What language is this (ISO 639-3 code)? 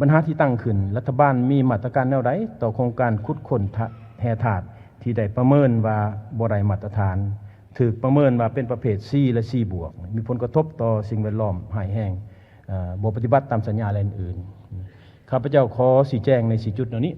lao